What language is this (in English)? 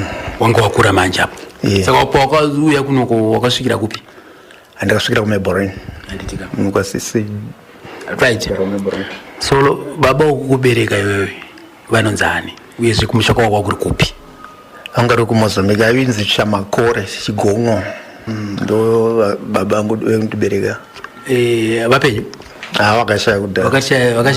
Shona